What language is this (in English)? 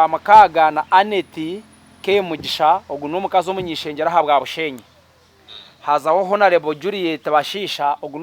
Nyankole